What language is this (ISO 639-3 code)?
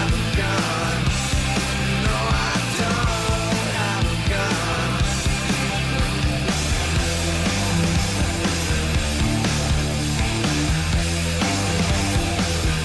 dan